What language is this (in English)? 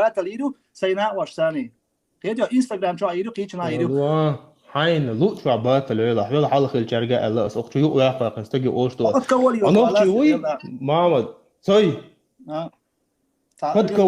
Chechen